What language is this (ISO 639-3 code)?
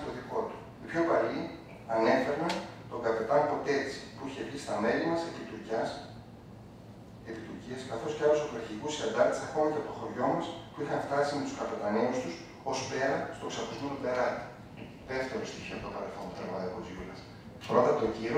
ell